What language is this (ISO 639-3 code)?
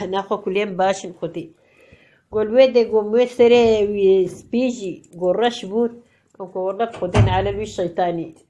kur